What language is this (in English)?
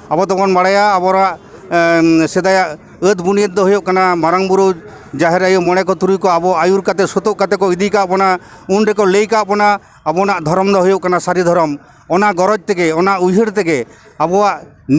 Santali